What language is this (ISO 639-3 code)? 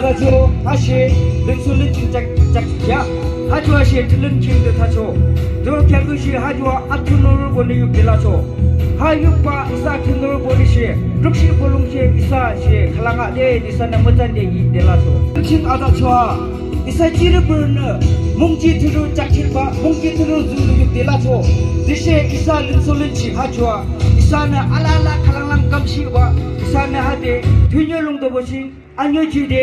yim